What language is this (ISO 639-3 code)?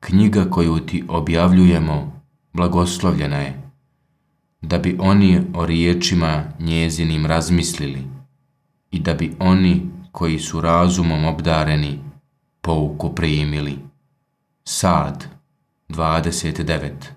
bos